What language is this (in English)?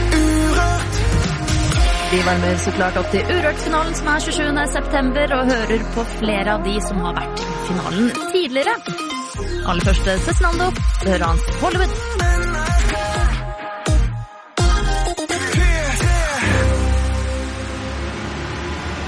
Norwegian